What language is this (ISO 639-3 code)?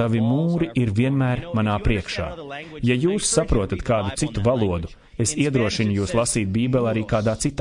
lav